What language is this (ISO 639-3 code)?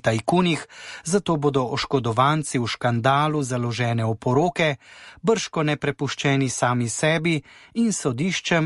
slv